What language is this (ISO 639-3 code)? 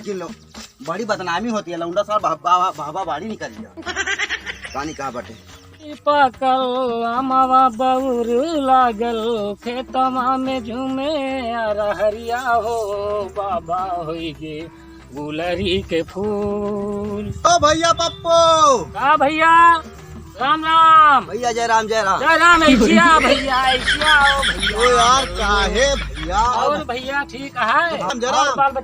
awa